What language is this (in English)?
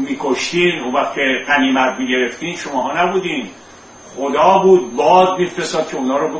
Persian